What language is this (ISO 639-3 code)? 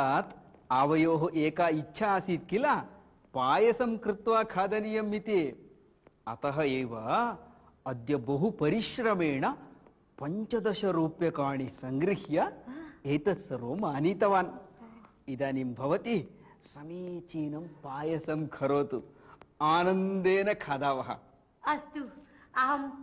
san